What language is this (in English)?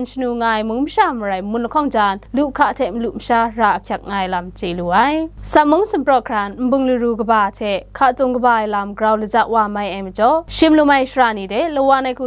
Kachin